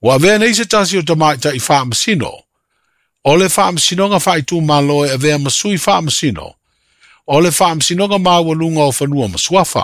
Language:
Samoan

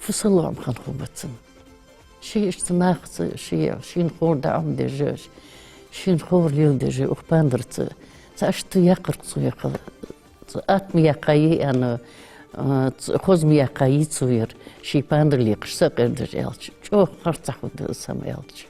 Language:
Ingush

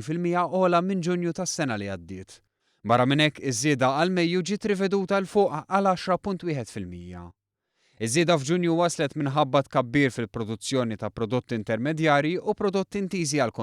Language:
Maltese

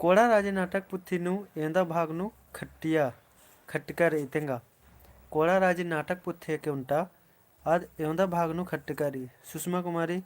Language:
Kurukh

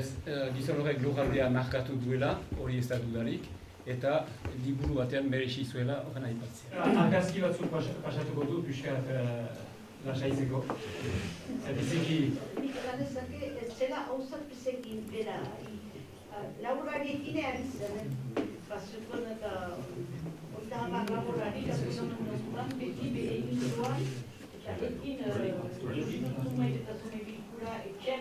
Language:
Basque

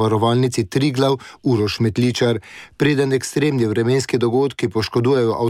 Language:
Slovenian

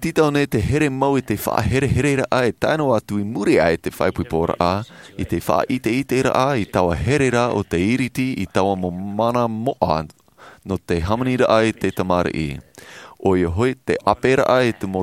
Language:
Tahitian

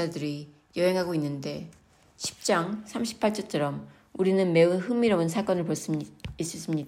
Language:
Korean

